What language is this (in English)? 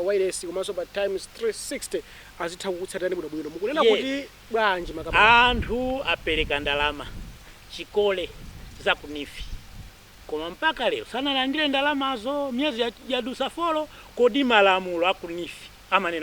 Nyanja